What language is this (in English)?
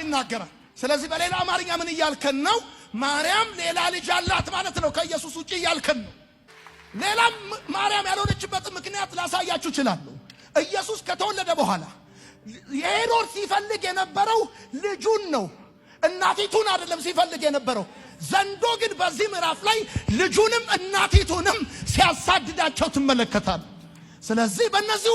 Amharic